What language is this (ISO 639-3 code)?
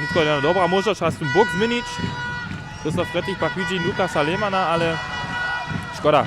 hsb